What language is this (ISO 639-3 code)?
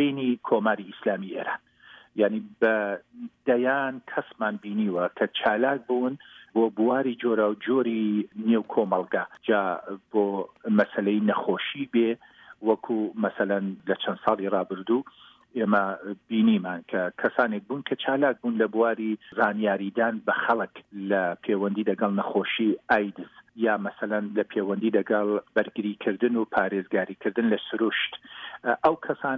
ckb